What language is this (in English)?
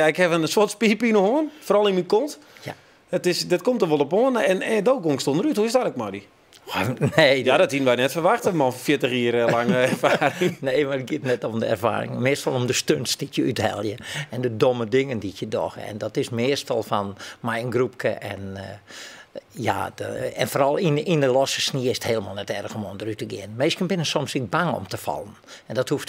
Western Frisian